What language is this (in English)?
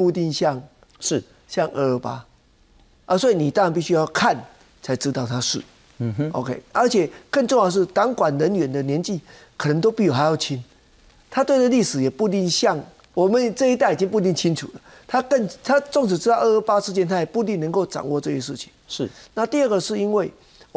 Chinese